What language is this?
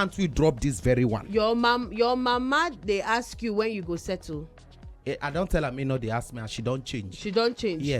Nigerian Pidgin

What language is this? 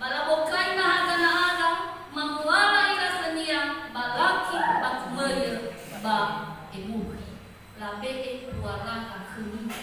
Nias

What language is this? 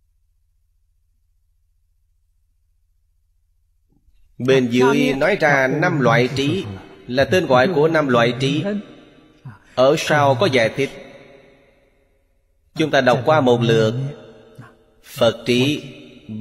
Vietnamese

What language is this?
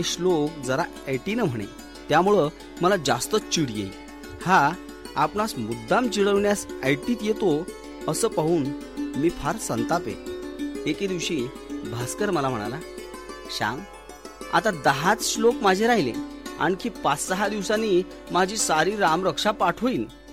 Marathi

